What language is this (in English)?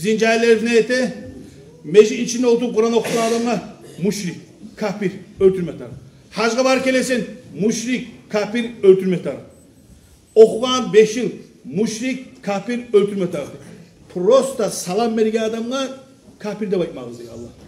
Kumyk